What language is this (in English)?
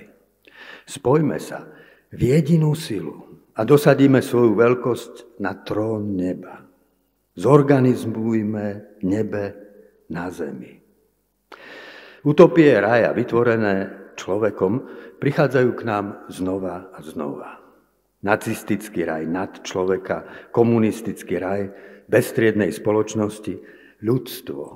Slovak